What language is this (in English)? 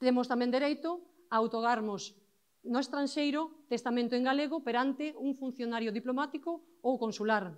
Galician